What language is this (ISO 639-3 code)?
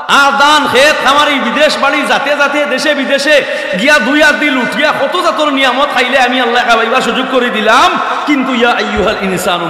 syl